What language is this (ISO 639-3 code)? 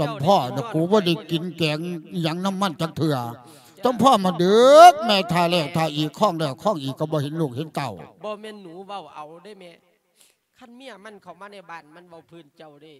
lao